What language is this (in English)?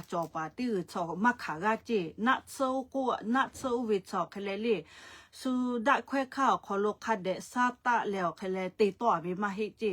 Lahu